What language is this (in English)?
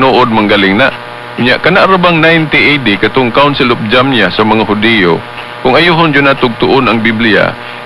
Cebuano